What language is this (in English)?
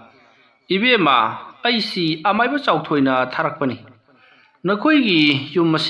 Manipuri